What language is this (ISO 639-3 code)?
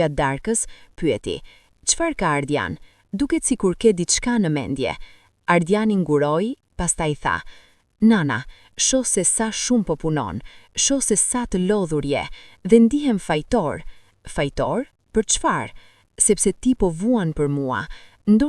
sqi